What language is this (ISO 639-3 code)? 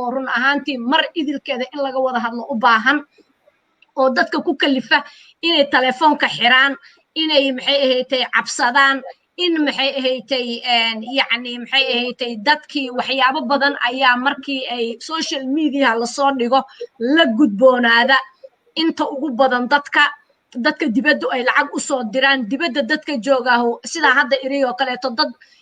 som